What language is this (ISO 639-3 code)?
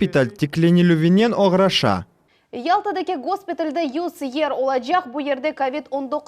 crh